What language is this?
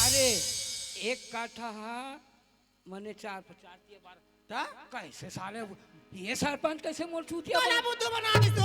Chhattisgarhi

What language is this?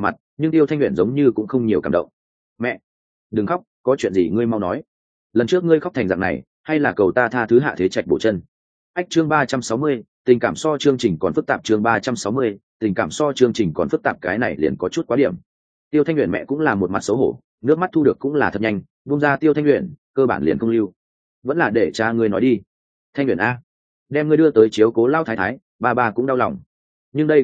Vietnamese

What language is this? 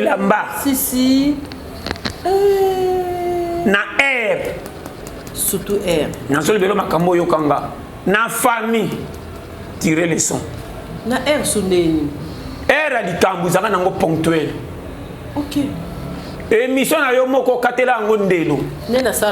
Lingala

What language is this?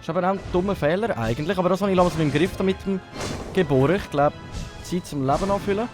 Swiss German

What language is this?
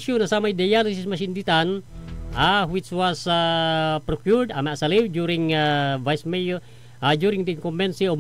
Pangasinan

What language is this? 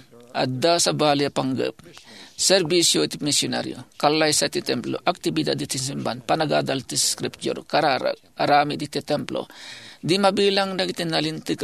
Iloko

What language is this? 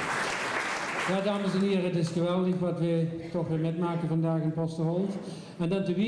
Dutch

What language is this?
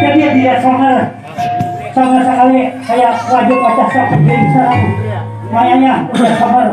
Banjar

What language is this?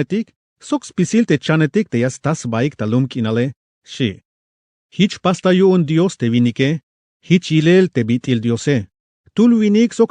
Tzeltal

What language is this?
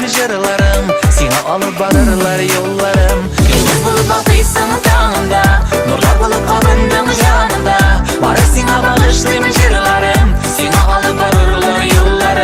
Bashkir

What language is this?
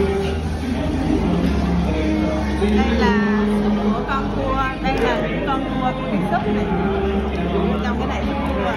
Vietnamese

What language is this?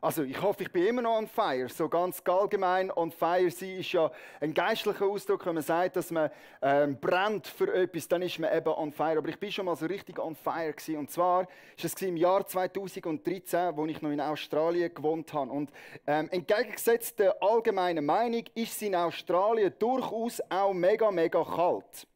Swiss German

